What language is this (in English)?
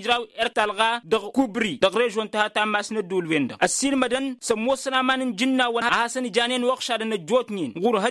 Tamasheq